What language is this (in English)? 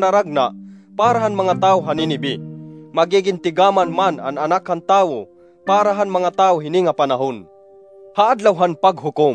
Waray